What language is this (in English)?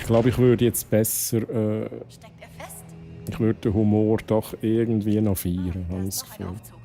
Swiss German